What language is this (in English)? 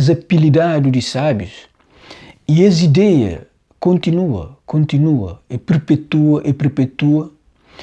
Kabuverdianu